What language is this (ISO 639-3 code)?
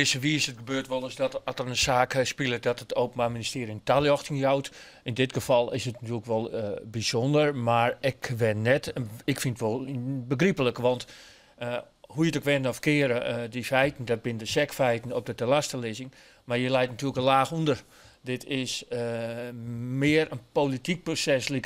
fry